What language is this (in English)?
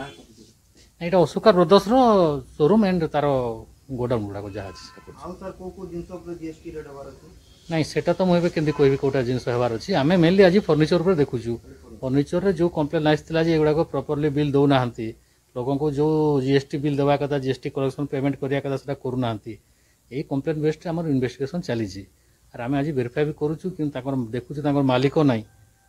Odia